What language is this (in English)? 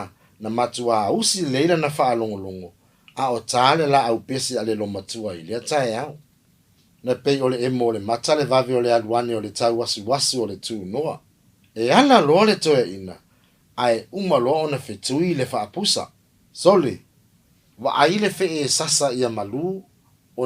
Samoan